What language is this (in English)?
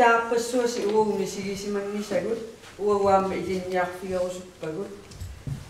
Kalaallisut